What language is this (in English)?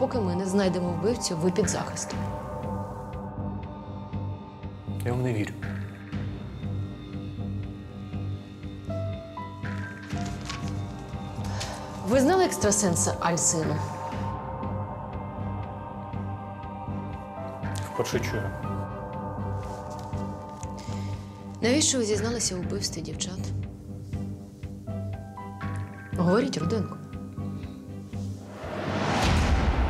Ukrainian